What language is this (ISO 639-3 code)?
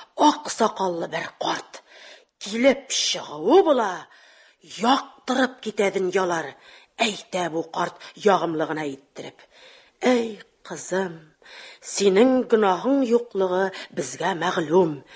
tat